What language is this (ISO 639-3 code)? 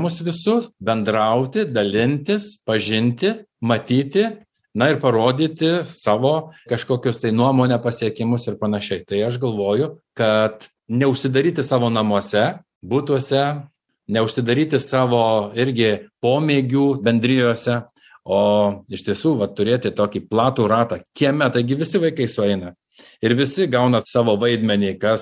lit